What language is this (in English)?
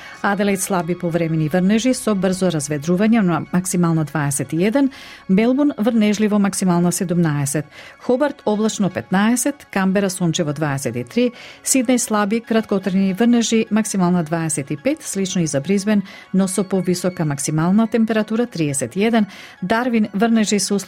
Macedonian